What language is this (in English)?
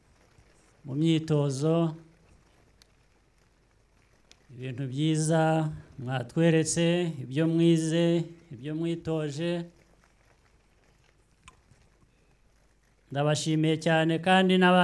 Kinyarwanda